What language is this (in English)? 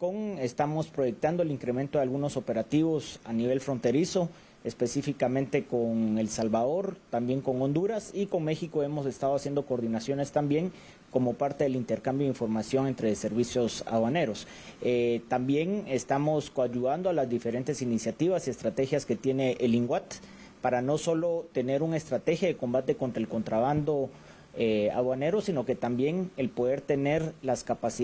Spanish